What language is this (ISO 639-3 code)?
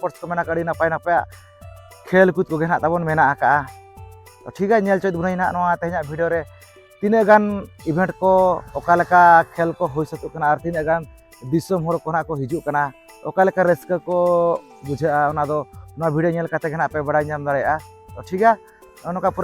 sat